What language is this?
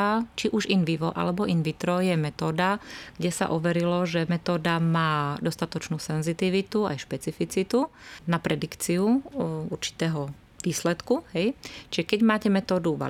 Slovak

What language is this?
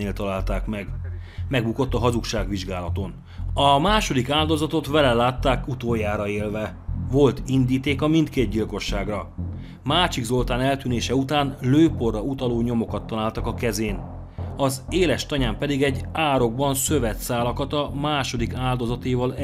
Hungarian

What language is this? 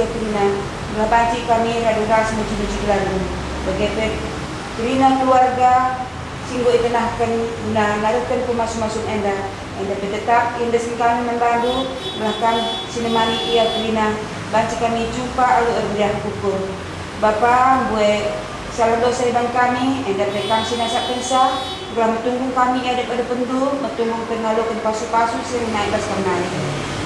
Batak Karo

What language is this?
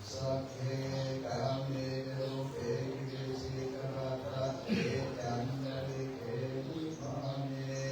Pali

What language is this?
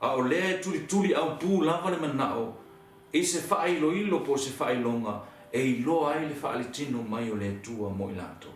Samoan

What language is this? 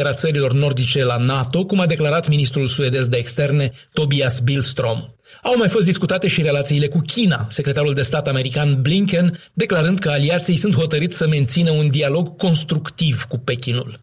Romanian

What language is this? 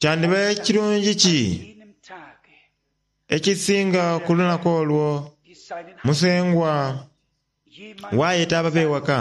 Soga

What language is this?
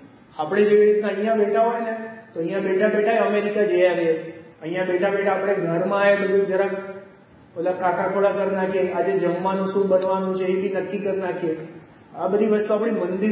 Gujarati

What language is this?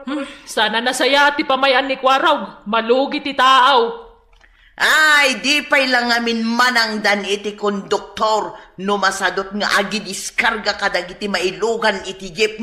Iloko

